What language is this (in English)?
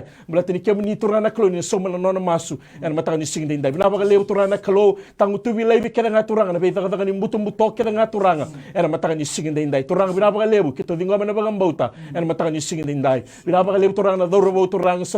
Fijian